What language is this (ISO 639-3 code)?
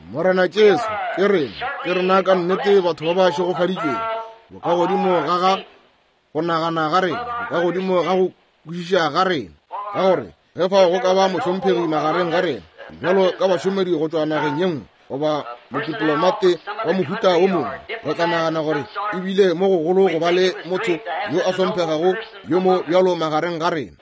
nso